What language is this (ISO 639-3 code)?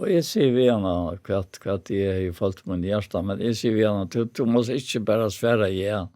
fao